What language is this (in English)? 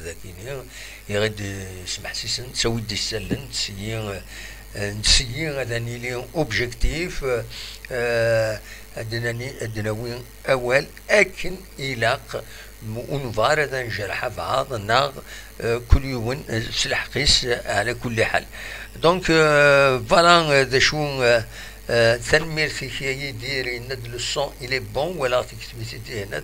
Kabyle